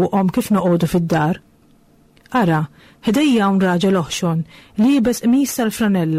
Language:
Maltese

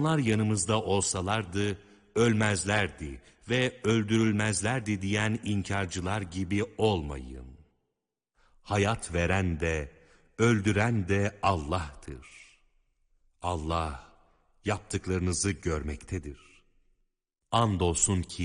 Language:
Turkish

